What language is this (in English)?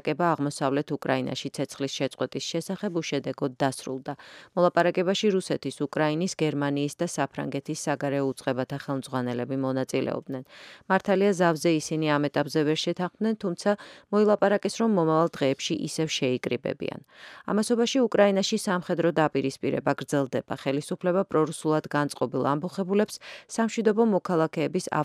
Georgian